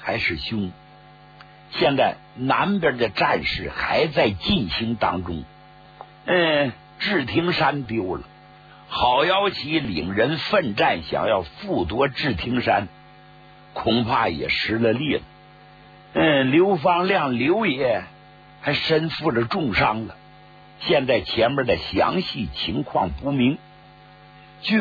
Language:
Chinese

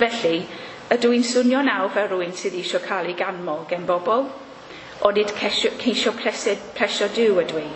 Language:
Welsh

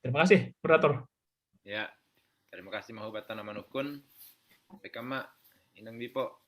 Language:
Batak Simalungun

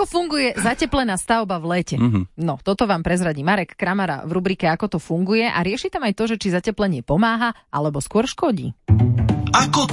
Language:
Slovak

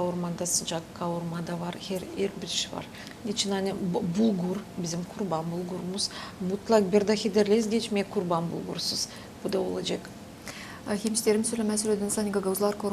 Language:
Gagauz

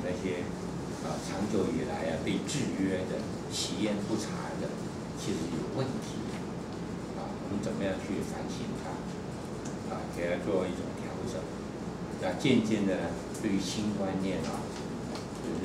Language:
Chinese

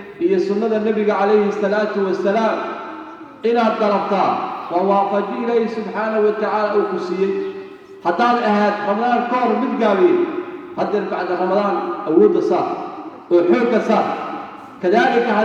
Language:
Somali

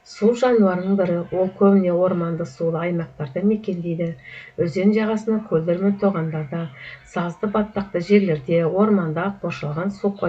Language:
Kazakh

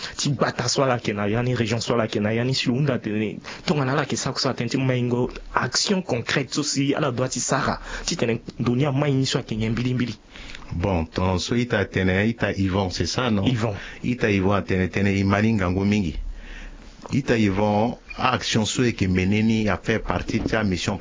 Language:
Sango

